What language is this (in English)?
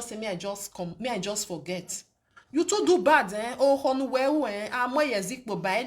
Nigerian Pidgin